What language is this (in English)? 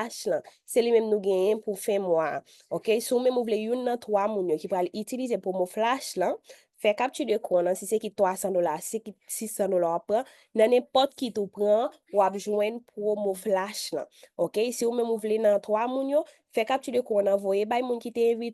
Haitian Creole